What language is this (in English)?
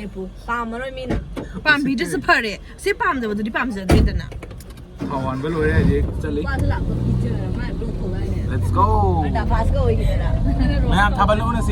Manipuri